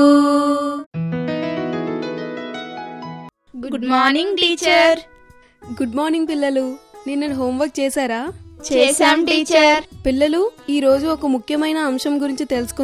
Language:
Telugu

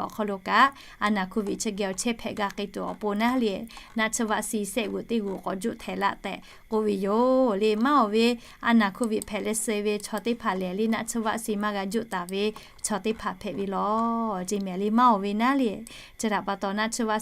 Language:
Lahu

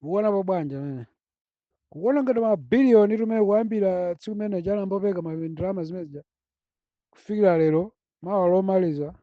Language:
Nyanja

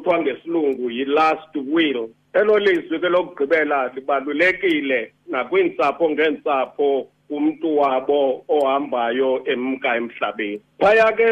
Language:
Xhosa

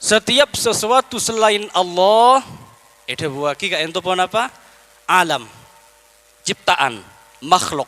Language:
Madurese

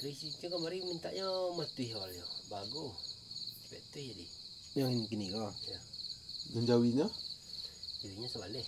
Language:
Minangkabau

